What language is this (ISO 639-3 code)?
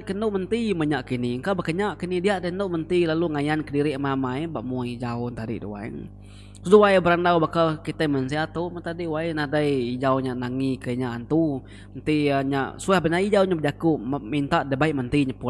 iba